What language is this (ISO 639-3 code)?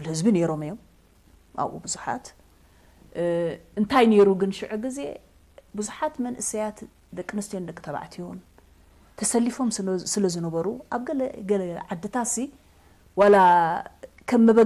tir